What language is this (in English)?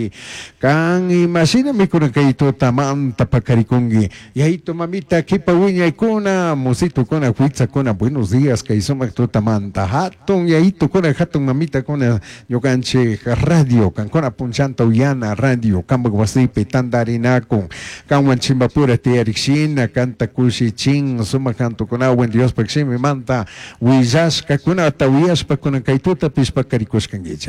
Chimborazo Highland Quichua